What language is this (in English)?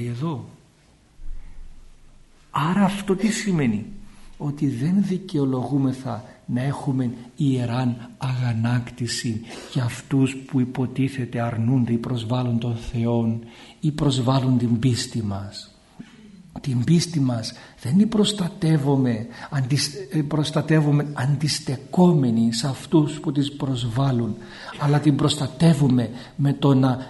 Greek